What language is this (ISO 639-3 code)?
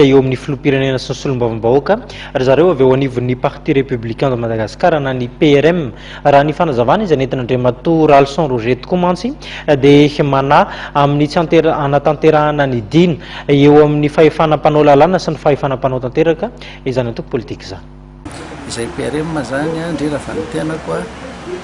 mlg